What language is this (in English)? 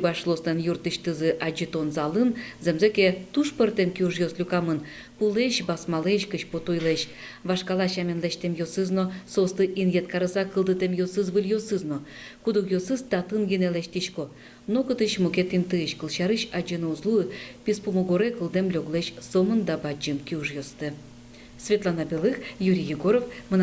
Udmurt